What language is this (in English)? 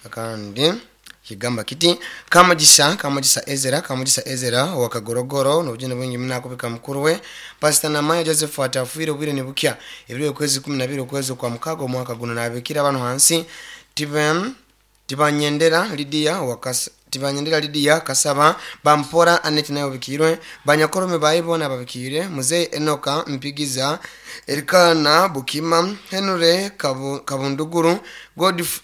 Nyoro